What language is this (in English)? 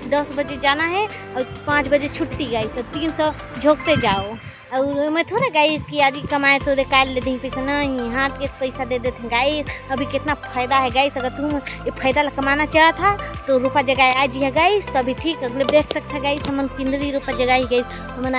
Chhattisgarhi